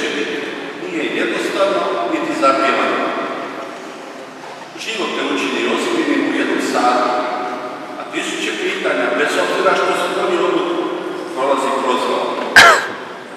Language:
Croatian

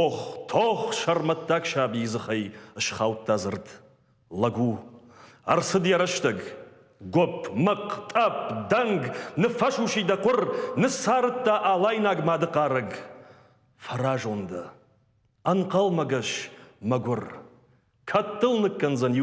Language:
Ossetic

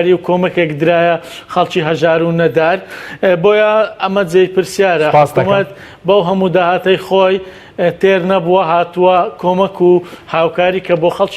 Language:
Central Kurdish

